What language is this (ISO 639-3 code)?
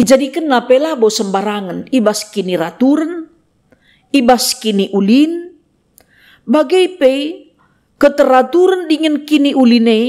btx